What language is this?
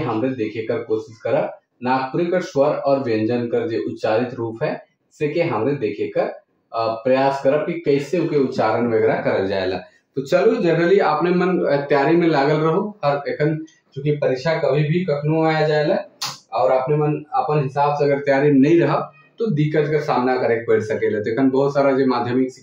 Sadri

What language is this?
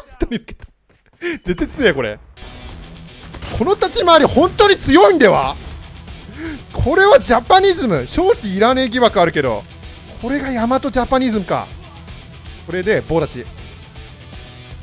Japanese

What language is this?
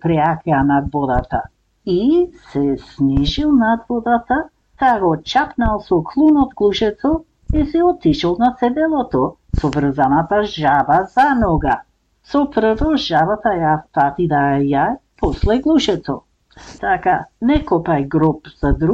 Macedonian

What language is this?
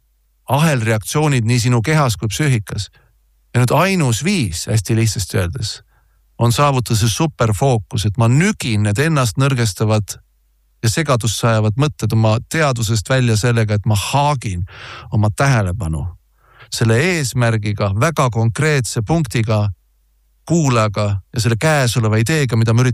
Estonian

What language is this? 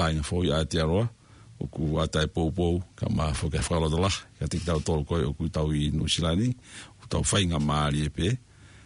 Tongan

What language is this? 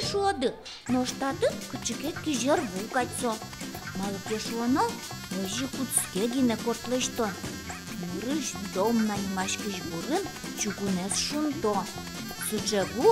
Udmurt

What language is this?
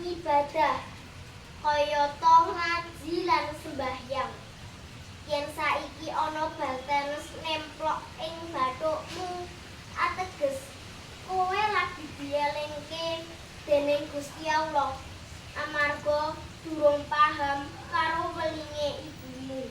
Javanese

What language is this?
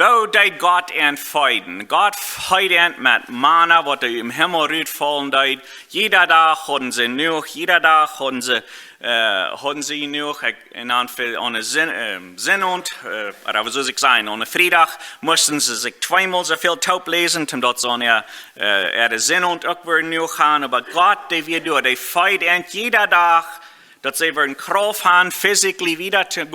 Plautdietsch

